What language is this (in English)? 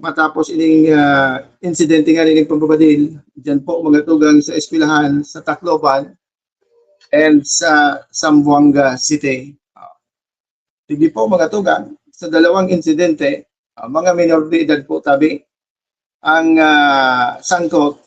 Bikol